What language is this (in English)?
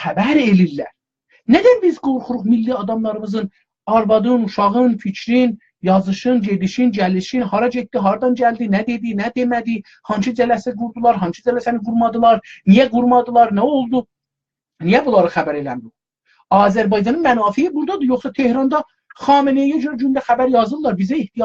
South Azerbaijani